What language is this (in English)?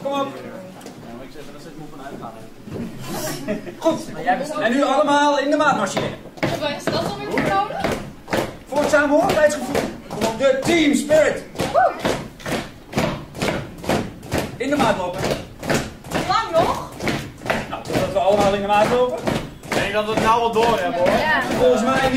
Dutch